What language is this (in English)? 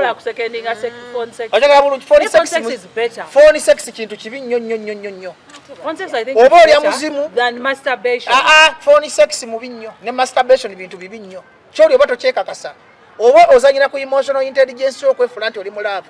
Ganda